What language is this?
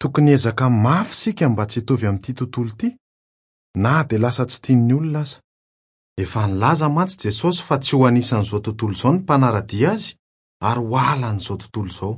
Malagasy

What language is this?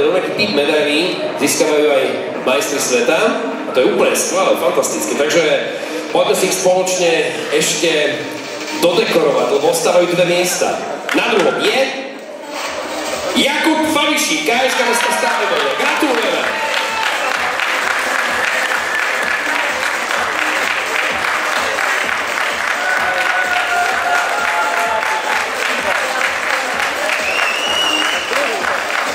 Slovak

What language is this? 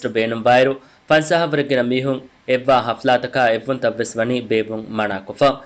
Divehi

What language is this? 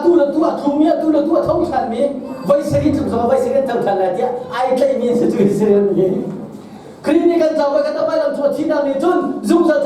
Hakha Chin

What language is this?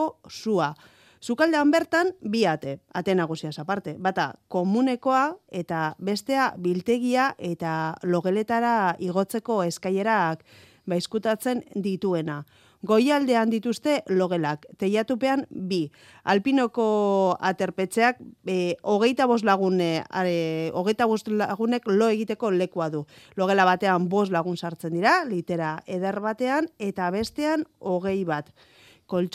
Basque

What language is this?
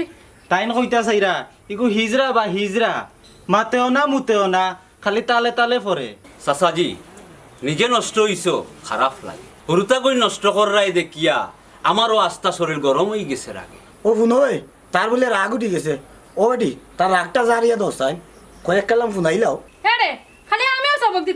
Sylheti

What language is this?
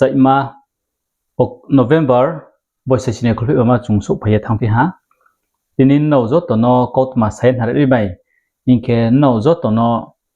Riang (India)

